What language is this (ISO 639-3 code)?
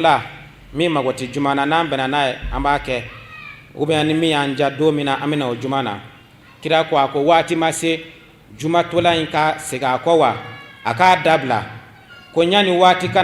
bam